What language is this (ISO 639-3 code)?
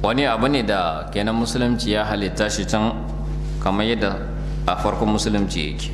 hau